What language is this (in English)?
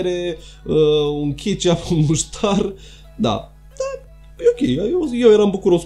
Romanian